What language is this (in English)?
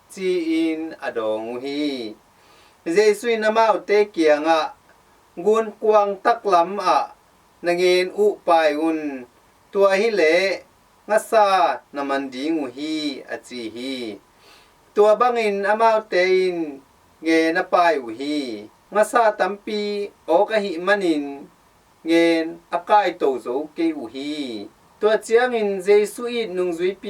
Tedim Chin